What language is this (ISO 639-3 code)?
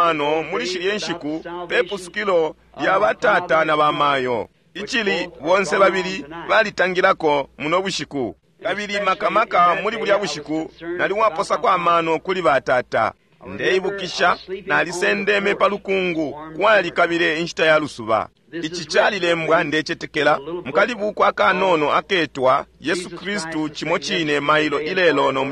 bem